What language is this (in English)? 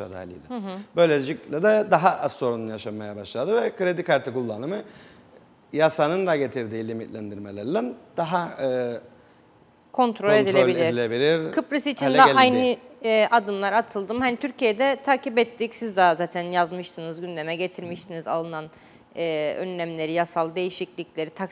Turkish